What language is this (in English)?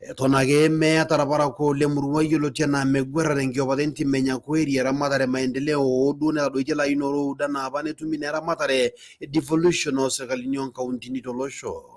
Masai